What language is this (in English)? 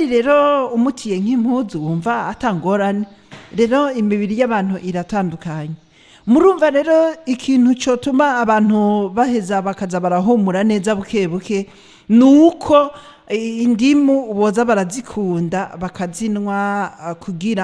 Rundi